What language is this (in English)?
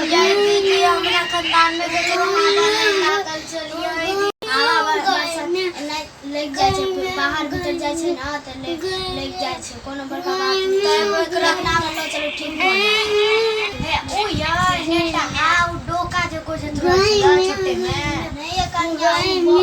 Maithili